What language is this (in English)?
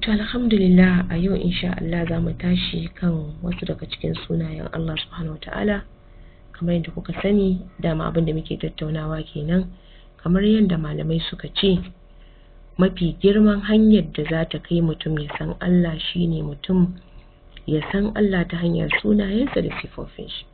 Hausa